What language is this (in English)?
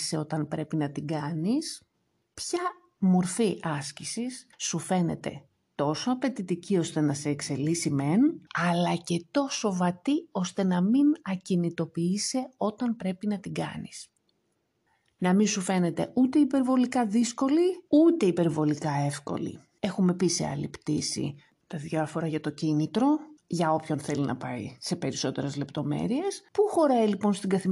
Greek